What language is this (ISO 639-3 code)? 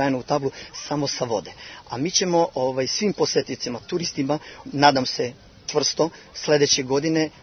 srp